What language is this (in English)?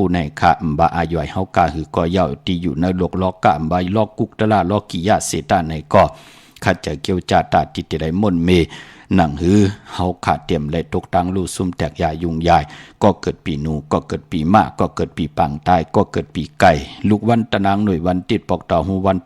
Shan